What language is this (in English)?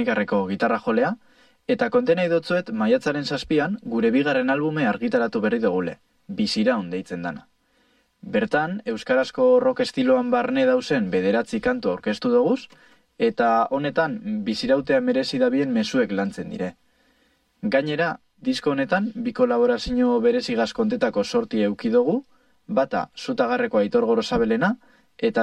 Basque